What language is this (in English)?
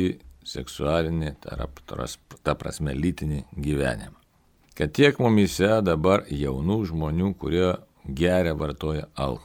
Lithuanian